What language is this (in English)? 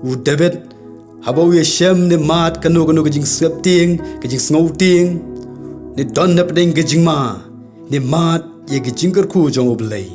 Khasi